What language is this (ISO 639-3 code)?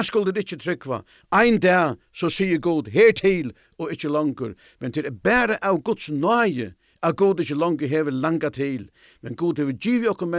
fao